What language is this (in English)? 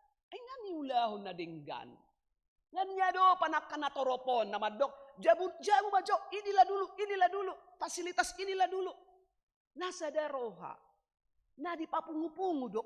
Batak Toba